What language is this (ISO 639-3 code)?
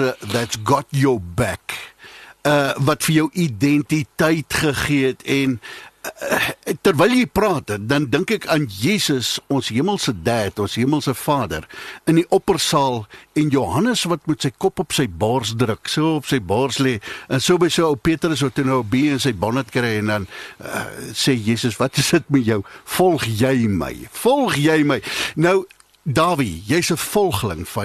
afr